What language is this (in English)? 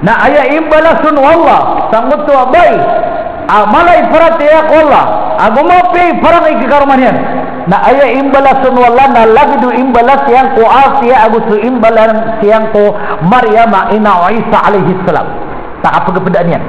Maranao